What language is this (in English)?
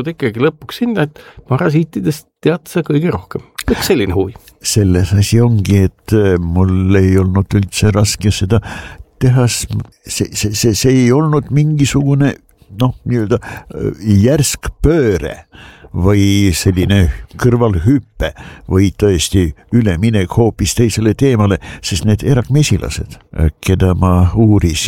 Estonian